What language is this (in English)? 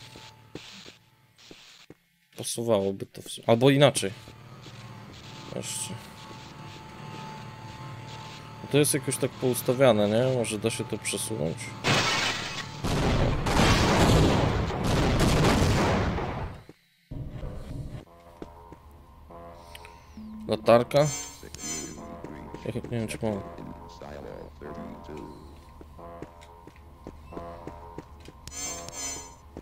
Polish